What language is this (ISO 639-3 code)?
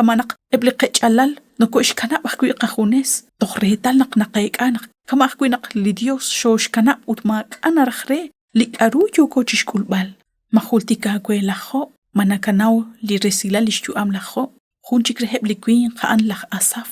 kek